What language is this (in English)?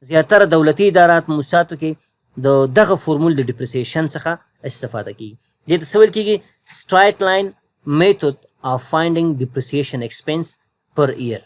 Pashto